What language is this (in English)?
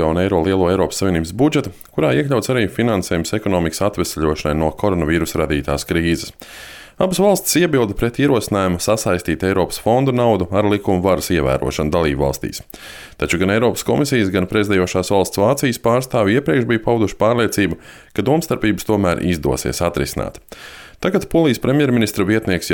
Latvian